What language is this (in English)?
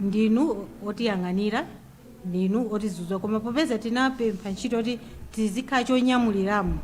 Nyanja